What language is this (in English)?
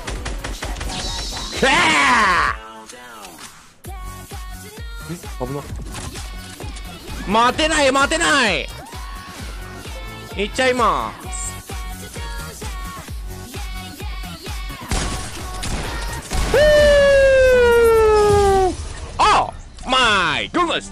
Japanese